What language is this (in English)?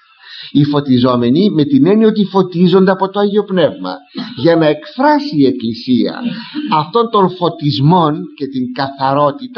Greek